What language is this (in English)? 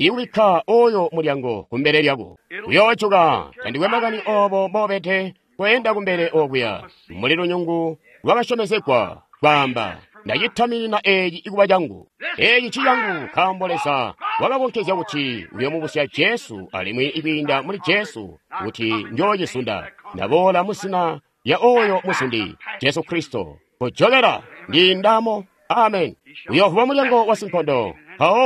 Tonga (Zambia)